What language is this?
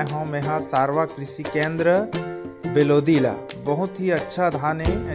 Chhattisgarhi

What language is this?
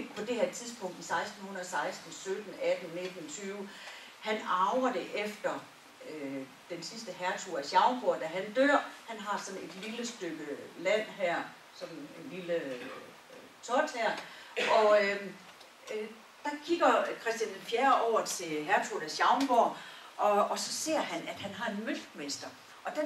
Danish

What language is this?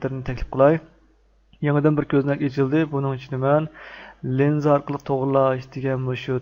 Uyghur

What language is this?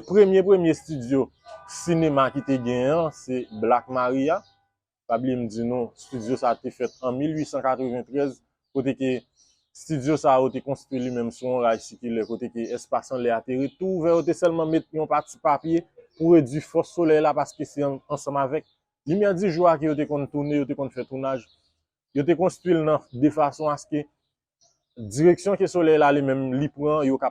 Haitian Creole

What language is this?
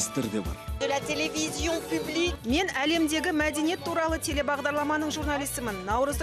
Kazakh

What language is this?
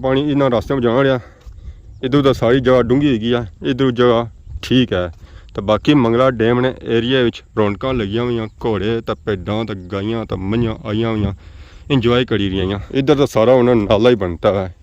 Pahari-Potwari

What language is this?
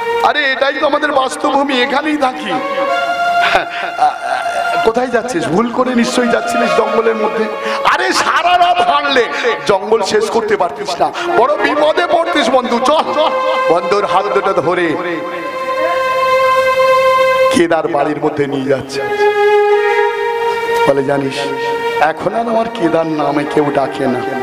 Bangla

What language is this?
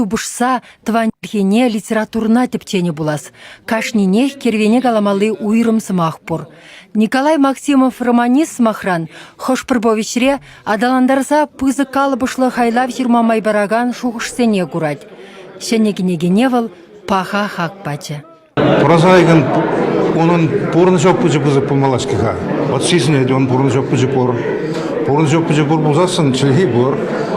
Chuvash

